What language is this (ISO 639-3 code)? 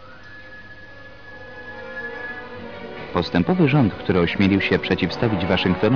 pol